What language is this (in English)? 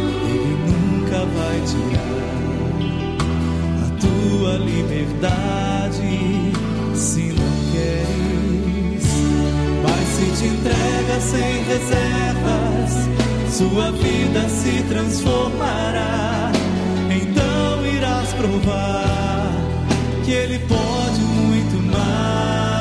Portuguese